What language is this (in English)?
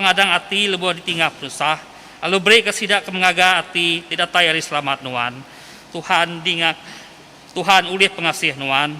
Iban